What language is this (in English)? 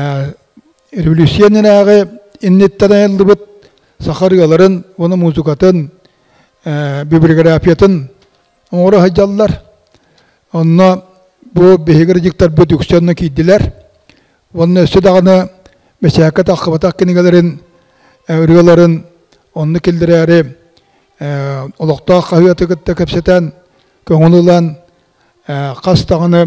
Yakut